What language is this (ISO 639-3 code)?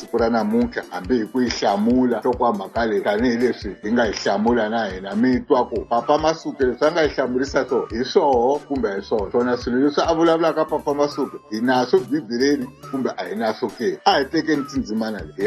tso